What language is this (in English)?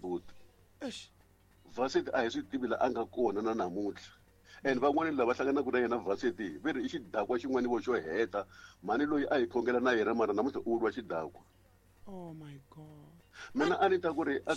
Tsonga